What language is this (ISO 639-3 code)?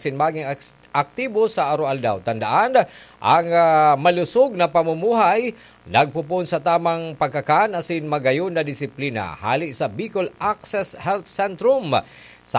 bik